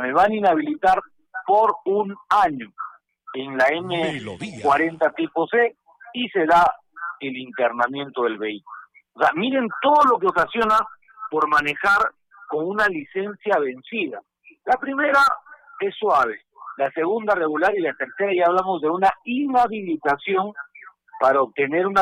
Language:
Spanish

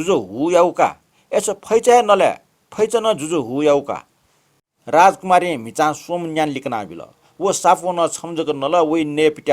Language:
Newari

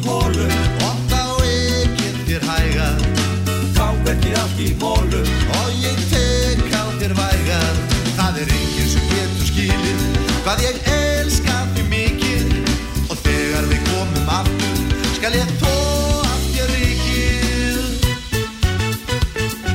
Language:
Icelandic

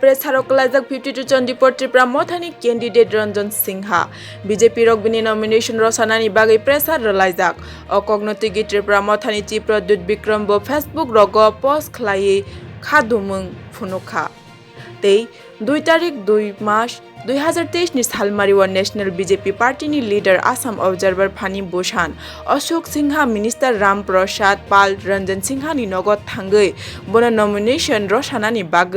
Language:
Kok Borok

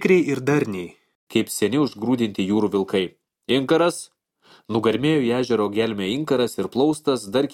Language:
Lithuanian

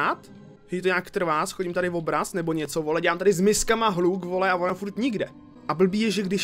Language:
Czech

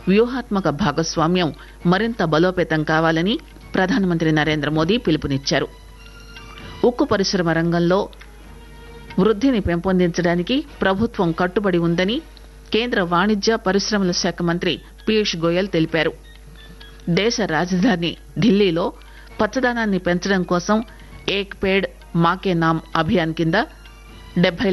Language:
Telugu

